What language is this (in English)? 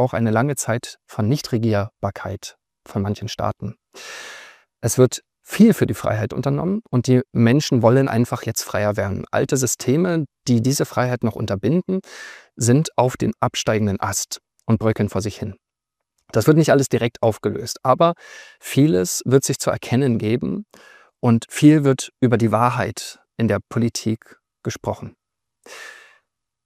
German